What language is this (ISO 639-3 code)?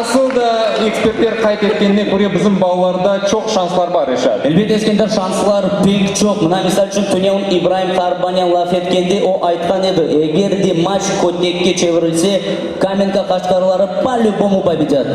crh